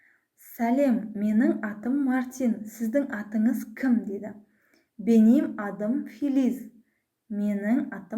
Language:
Kazakh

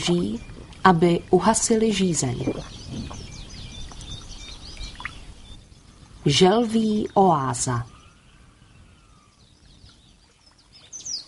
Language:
Czech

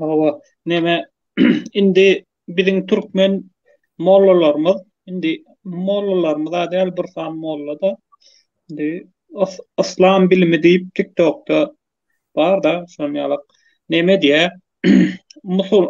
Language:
Turkmen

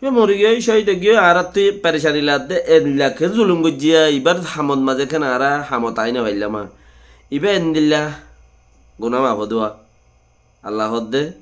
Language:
Rohingya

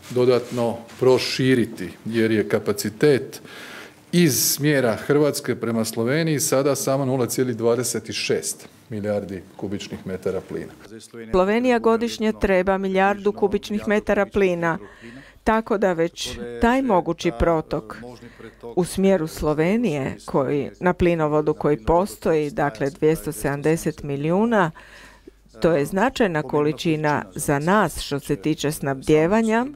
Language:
Croatian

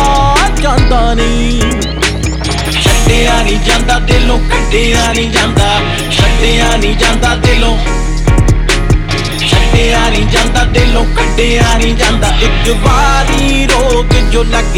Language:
Punjabi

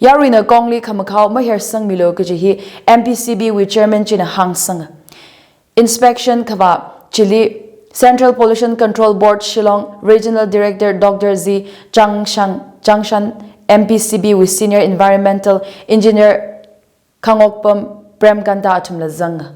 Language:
Tangkhul Naga (India)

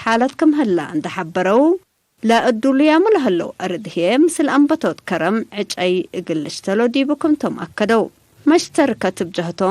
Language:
Tigre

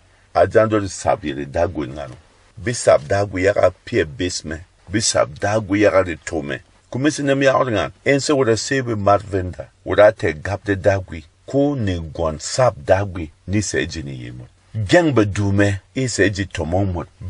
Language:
Berom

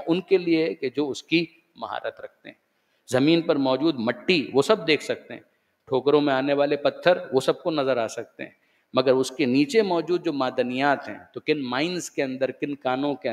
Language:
Urdu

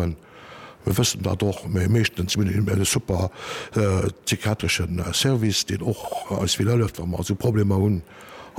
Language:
Luxembourgish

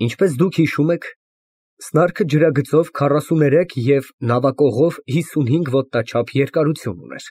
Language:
Armenian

